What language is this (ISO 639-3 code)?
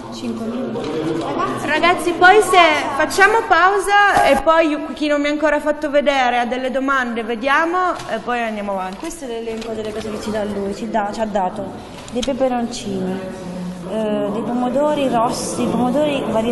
ita